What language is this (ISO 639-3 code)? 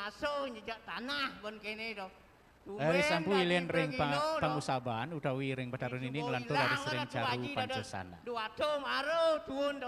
ban